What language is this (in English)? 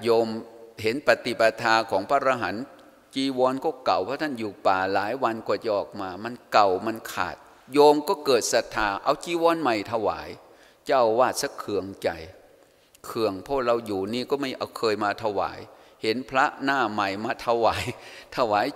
Thai